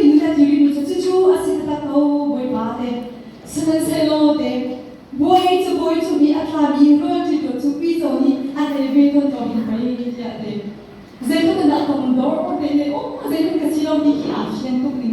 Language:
Hakha Chin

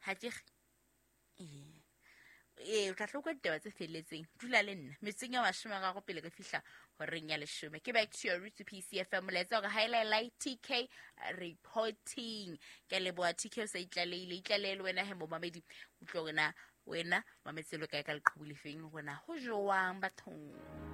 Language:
Southern Sotho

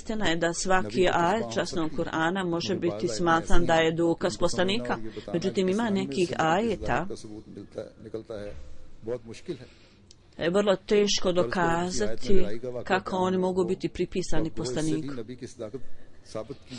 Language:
Bosnian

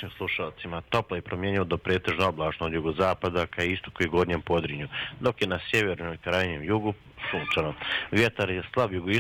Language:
Bosnian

